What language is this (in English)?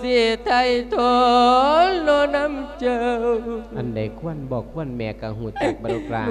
Lao